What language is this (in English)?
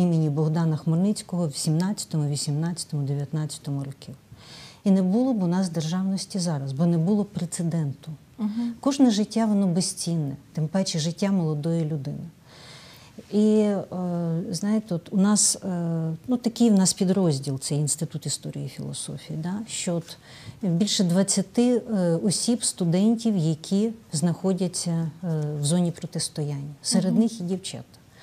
Ukrainian